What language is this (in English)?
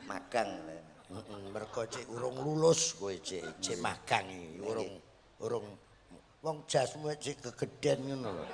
Javanese